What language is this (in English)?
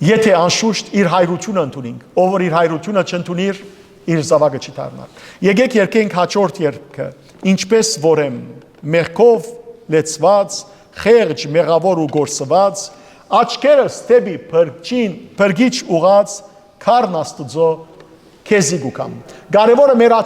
Western Armenian